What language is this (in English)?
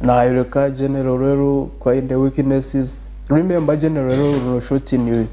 Nyankole